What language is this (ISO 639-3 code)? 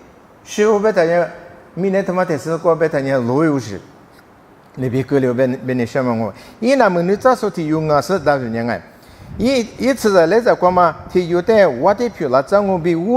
lis